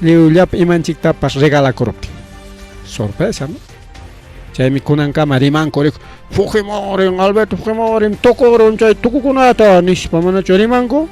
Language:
Ayacucho Quechua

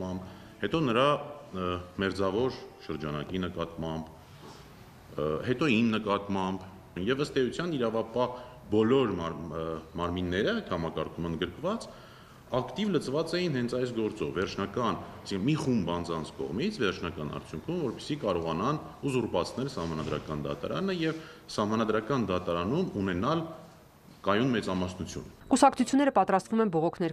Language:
Armenian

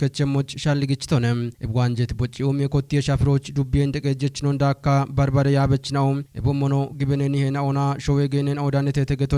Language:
Kafa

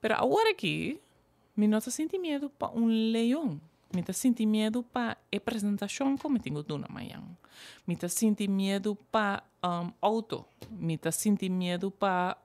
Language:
Papiamento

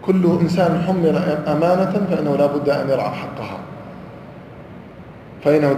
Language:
Arabic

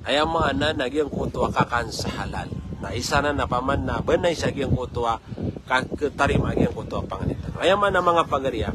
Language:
Maranao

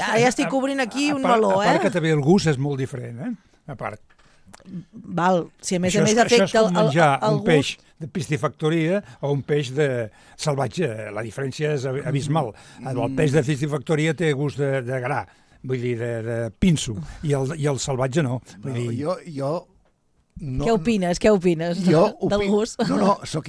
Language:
Catalan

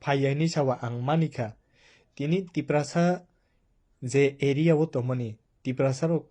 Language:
Kok Borok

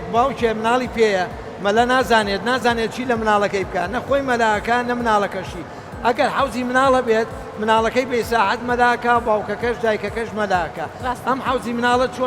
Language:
Central Kurdish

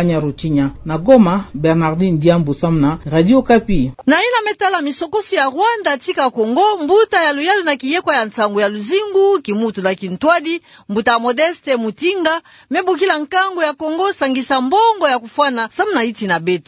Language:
Kituba (Democratic Republic of Congo)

